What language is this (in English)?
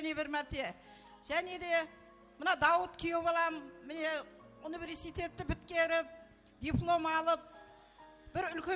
Kara-Kalpak